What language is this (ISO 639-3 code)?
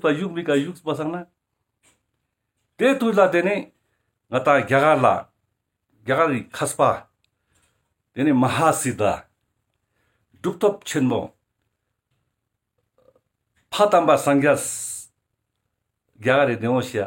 lbj